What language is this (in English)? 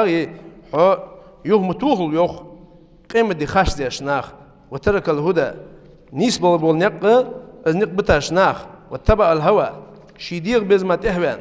Ingush